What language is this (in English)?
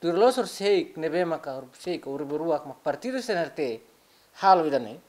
Tetum